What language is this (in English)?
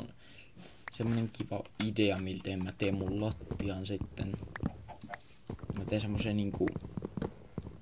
Finnish